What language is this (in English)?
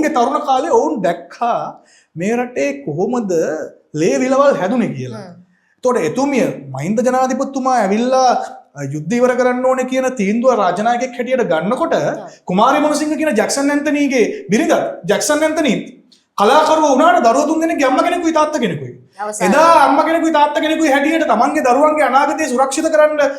Sinhala